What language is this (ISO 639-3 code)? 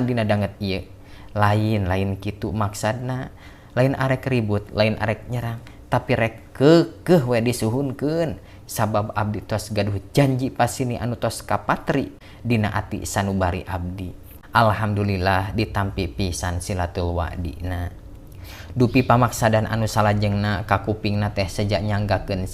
sun